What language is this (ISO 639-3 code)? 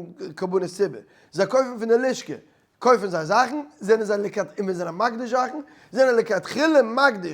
yid